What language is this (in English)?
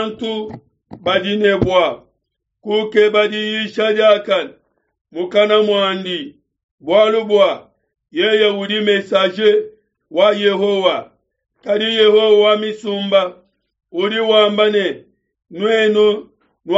Luba-Lulua